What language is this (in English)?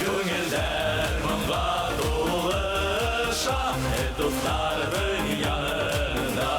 Bashkir